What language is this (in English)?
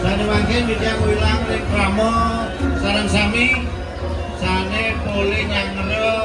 Balinese